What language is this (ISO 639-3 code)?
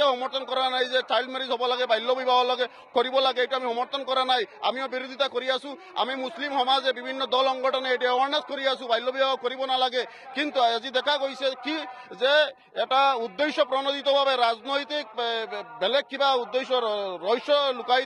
asm